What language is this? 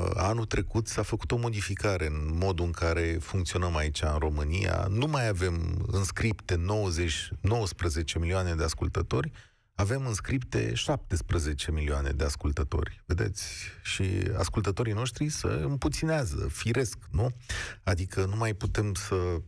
Romanian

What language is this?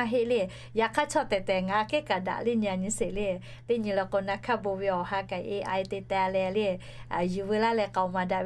Lahu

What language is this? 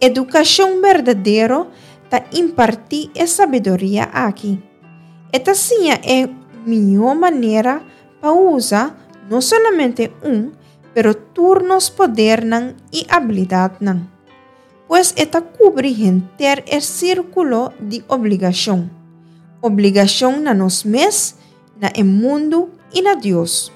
Papiamento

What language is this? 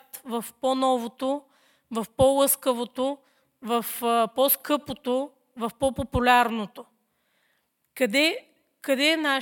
Bulgarian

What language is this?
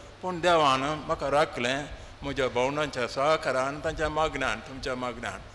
Konkani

